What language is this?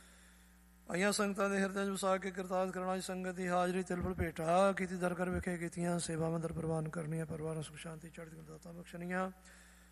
Punjabi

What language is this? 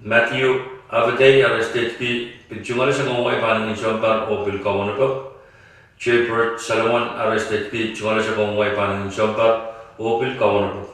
Pohnpeian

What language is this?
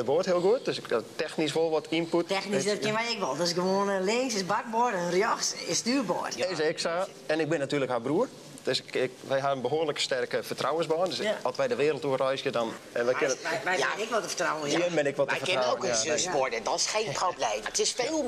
Western Frisian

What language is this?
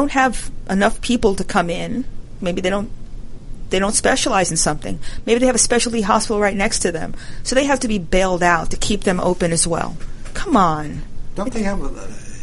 English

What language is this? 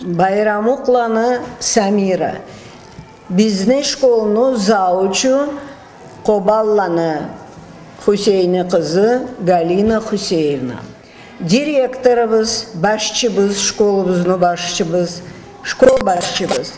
Karachay-Balkar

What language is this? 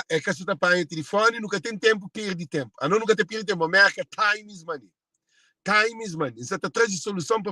Kabuverdianu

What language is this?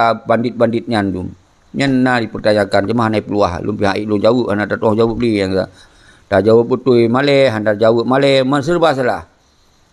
Achinese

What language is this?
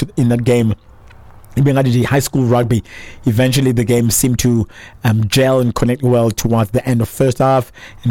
Xhosa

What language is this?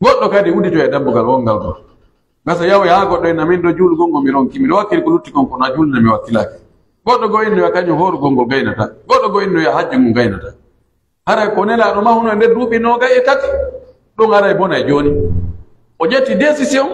Pular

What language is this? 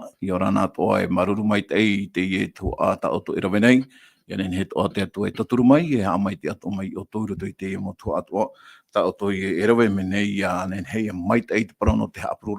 Tahitian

